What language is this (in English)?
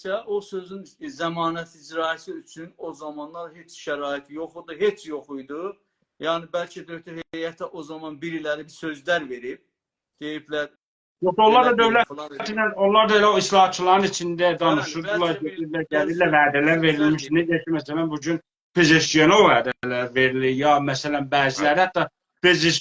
South Azerbaijani